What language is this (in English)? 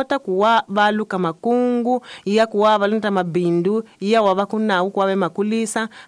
Tsonga